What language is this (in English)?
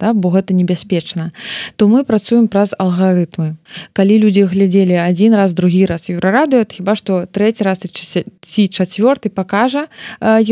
Belarusian